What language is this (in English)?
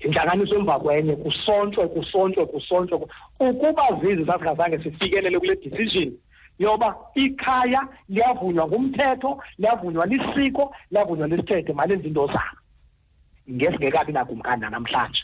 Xhosa